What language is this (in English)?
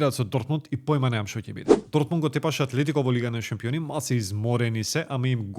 Macedonian